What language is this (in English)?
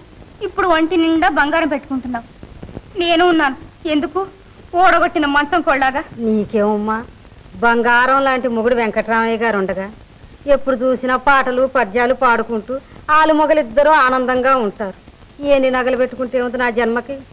Telugu